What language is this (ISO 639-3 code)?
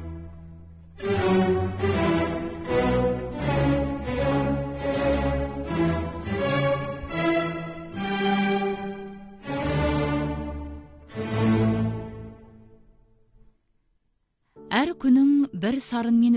kaz